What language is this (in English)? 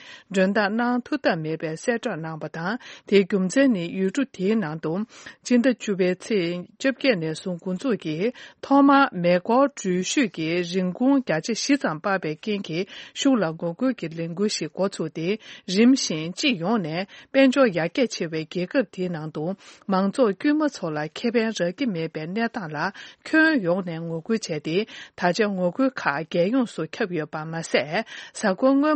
Tibetan